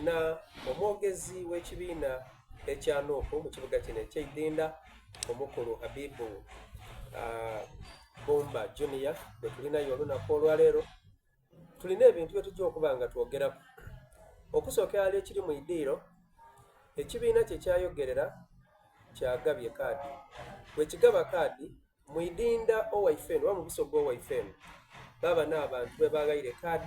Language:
Soga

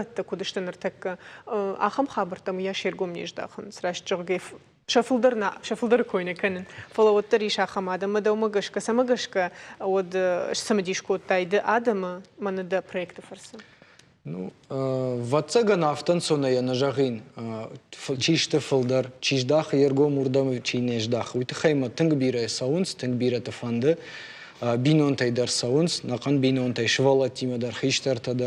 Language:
Ossetic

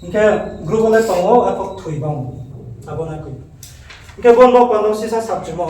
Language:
Riang (India)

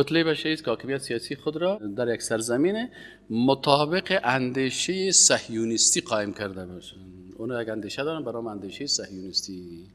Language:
Persian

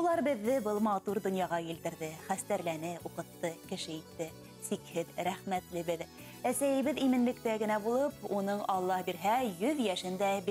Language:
Bashkir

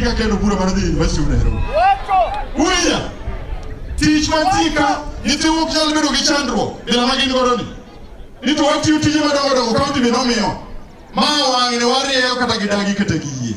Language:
Luo (Kenya and Tanzania)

